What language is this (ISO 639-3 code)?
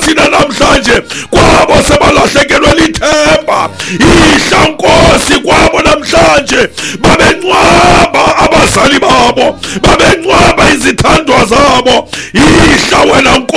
xho